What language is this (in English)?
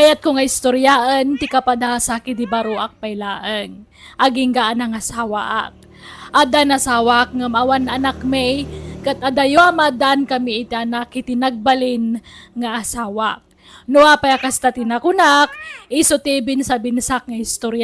Iloko